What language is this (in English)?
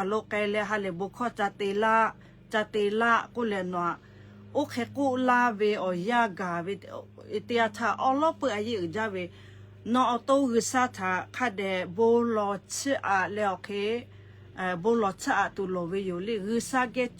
Lahu